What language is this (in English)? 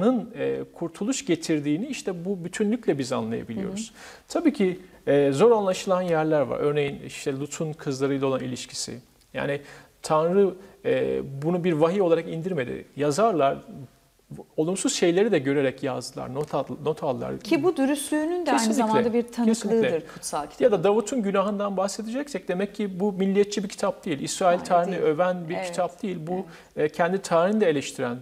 Turkish